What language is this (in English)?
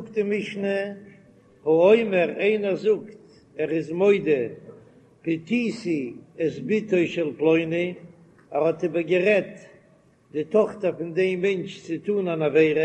Yiddish